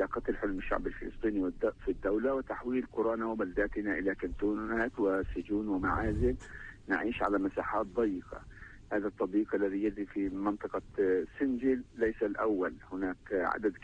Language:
Arabic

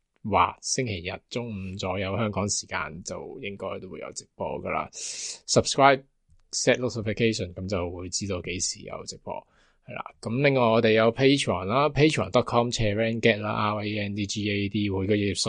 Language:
Cantonese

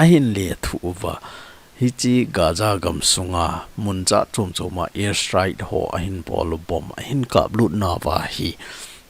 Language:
Thado Chin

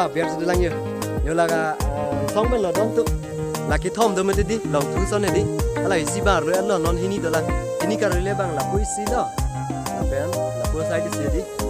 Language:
Karbi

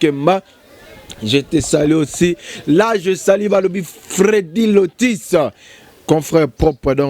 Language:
Lingala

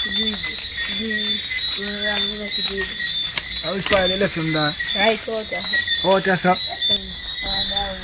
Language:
Jamaican Creole English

